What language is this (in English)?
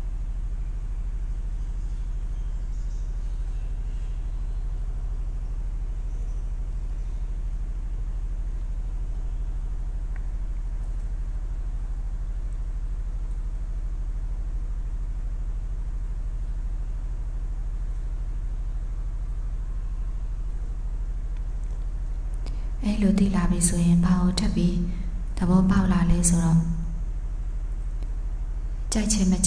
Burmese